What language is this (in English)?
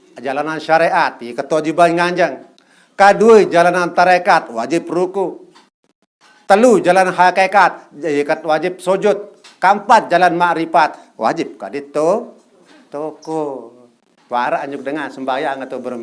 Sasak